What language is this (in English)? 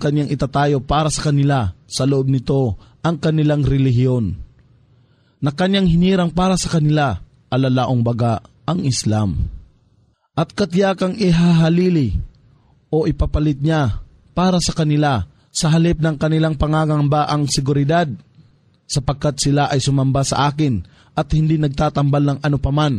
Filipino